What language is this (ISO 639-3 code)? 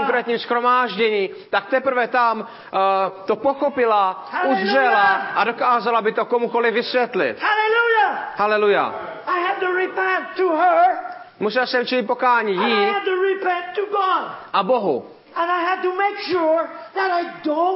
ces